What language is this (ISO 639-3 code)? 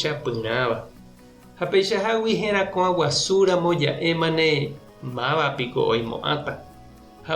grn